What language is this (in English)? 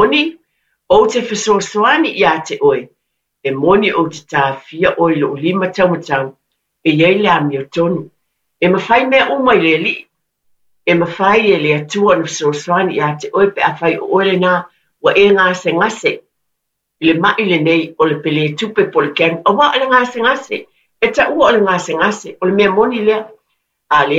Samoan